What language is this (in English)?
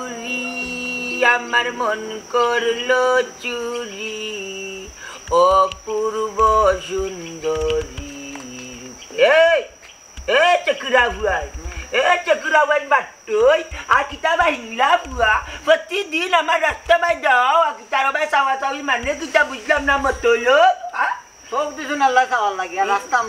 Sylheti